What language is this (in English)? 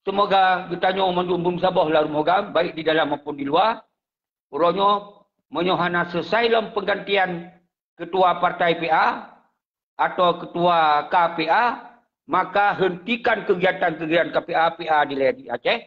Achinese